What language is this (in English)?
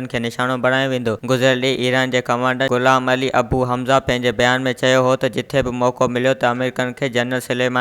Sindhi